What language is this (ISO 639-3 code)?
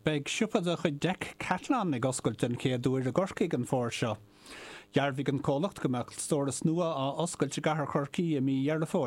gle